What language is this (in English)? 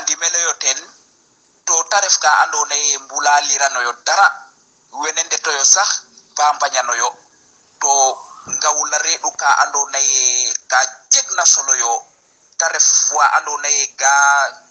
Serer